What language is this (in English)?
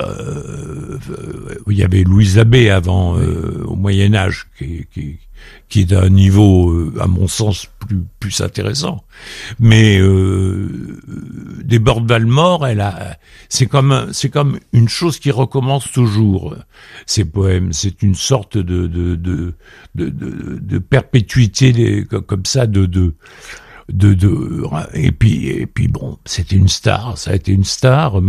French